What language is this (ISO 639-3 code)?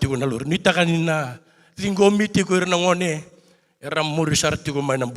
fij